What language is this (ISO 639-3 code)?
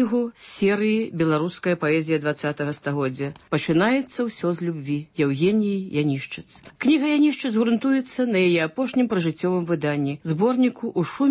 bel